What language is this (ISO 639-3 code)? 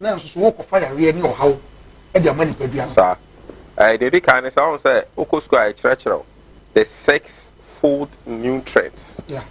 aka